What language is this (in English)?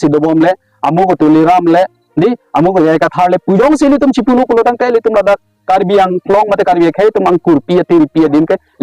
Karbi